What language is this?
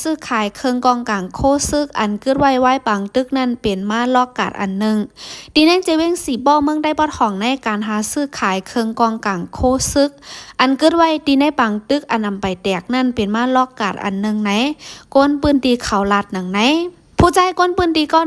Shan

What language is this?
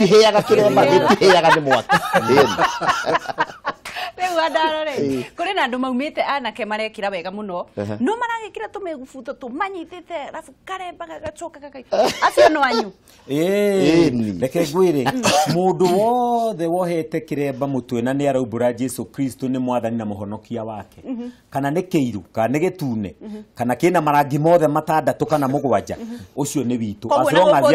Kikuyu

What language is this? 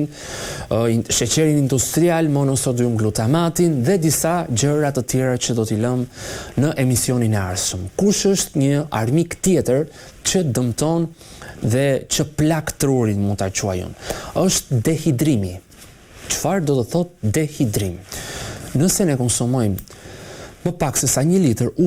Albanian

